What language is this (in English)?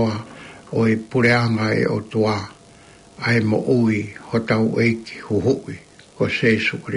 Tongan